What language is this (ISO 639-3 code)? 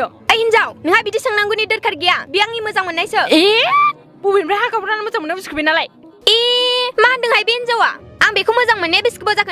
brx